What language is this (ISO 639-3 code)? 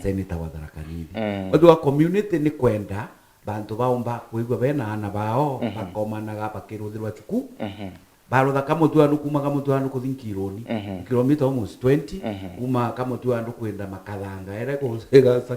mer